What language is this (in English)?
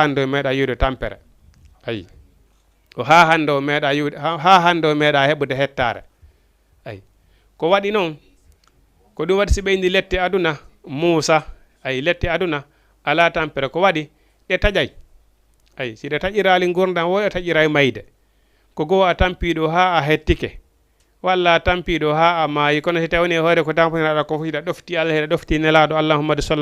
Fula